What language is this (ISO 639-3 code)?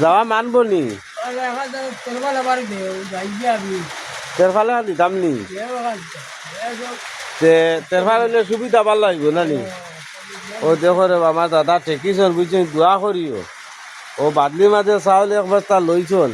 syl